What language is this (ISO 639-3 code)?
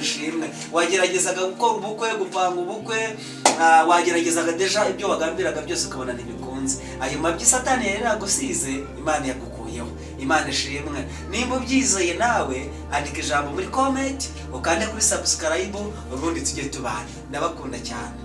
kin